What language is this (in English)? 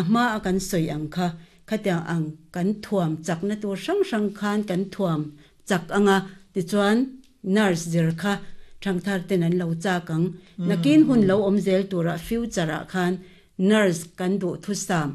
Mizo